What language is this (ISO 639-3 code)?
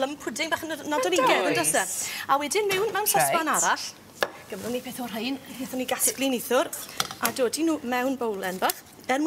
cym